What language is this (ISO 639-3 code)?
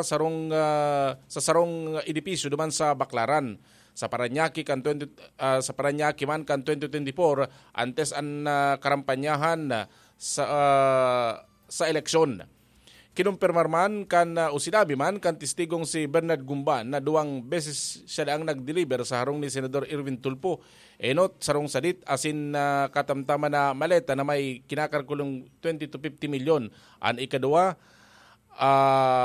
bik